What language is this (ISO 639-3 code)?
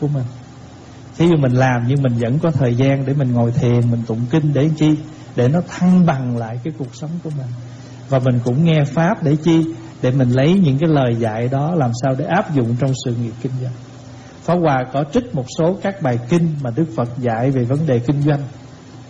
vie